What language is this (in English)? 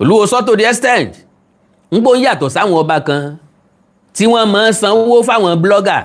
Yoruba